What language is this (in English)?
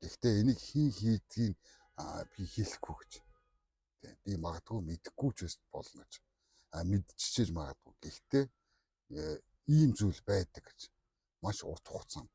Mongolian